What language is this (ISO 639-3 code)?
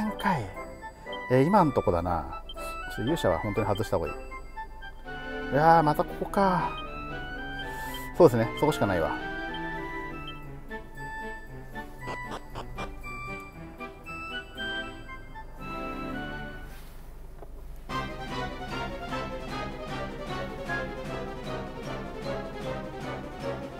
jpn